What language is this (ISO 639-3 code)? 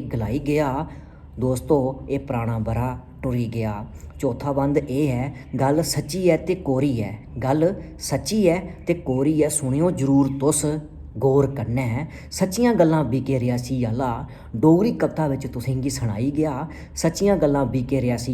doi